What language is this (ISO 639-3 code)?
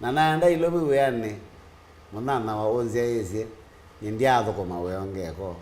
kam